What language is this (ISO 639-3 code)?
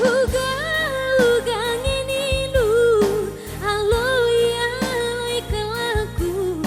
btx